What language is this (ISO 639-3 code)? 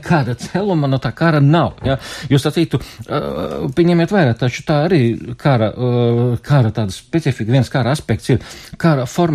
lav